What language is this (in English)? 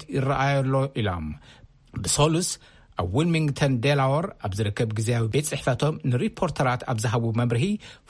Tigrinya